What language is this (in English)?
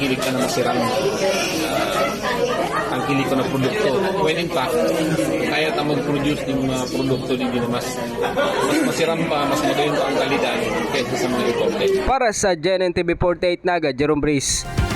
Bikol